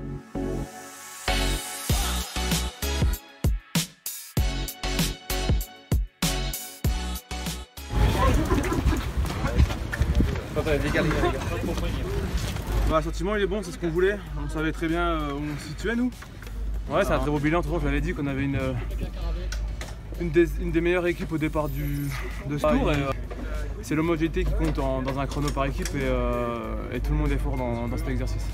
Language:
French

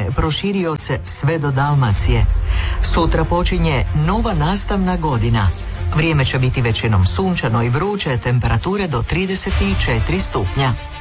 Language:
Croatian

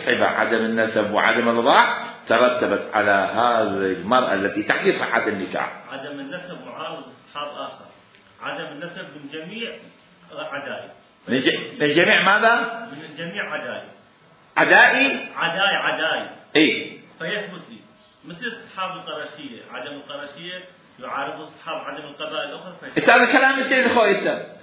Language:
Mesopotamian Arabic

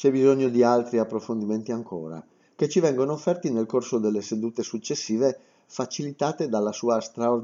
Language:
Italian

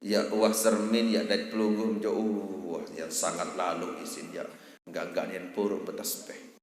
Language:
Sasak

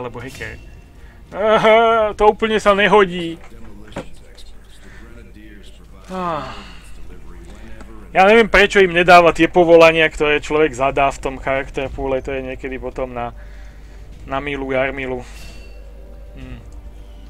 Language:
Slovak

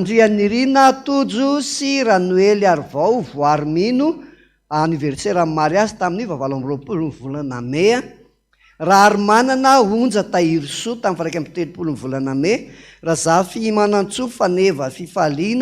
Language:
Malagasy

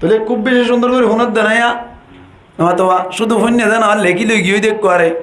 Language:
Rohingya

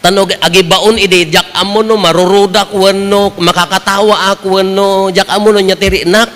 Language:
Iloko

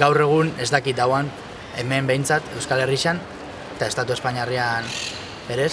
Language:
Basque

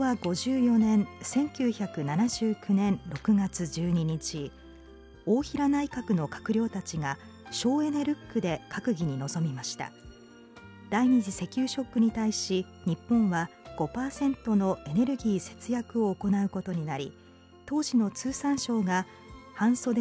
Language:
Japanese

